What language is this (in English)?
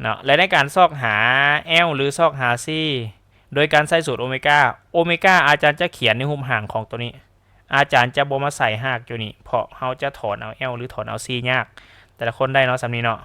Lao